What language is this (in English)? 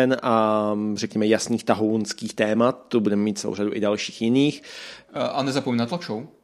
Czech